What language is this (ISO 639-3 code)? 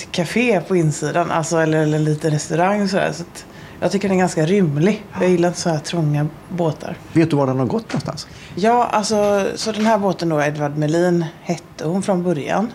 swe